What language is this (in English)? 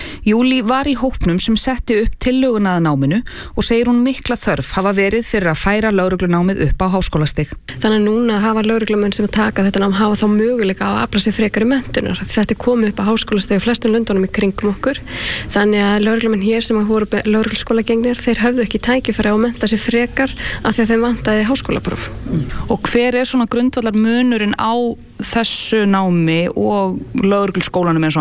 Icelandic